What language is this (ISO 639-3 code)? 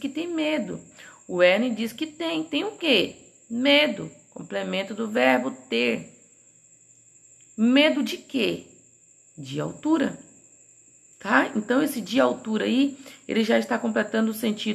por